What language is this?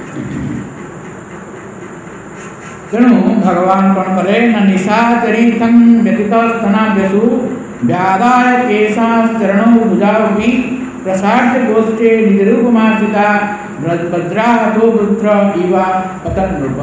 Odia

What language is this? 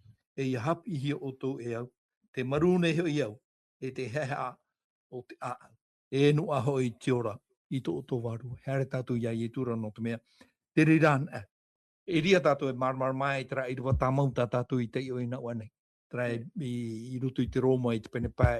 Tahitian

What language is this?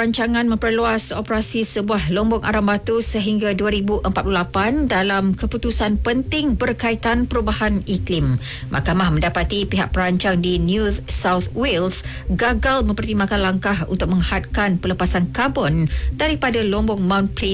Malay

